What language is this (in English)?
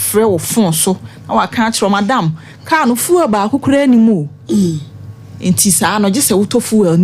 Akan